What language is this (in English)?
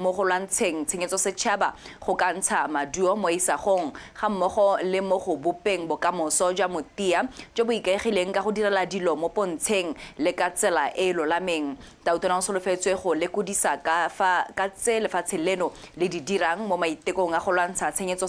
Tswana